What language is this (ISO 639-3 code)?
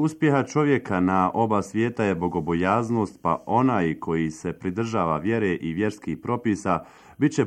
bos